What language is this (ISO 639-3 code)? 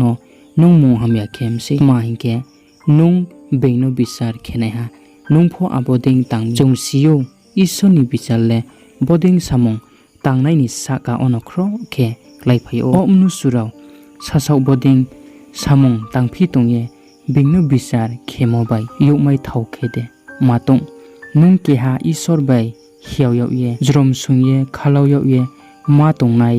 ria